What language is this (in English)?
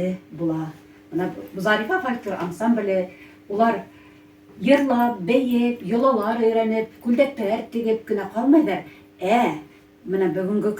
Bashkir